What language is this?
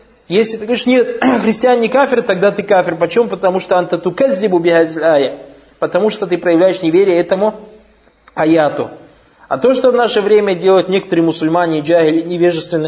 Russian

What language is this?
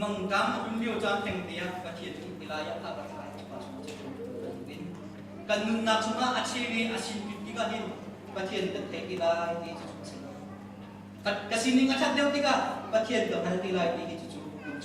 Hakha Chin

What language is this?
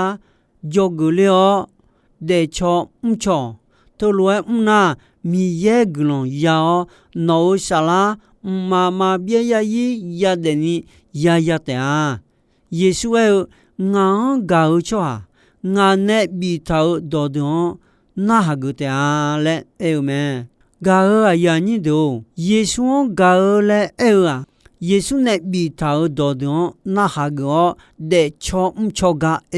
Akha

